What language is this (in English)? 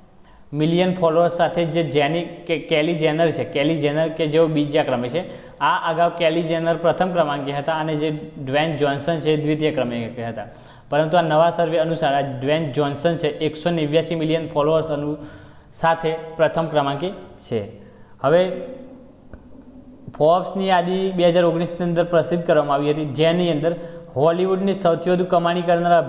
Gujarati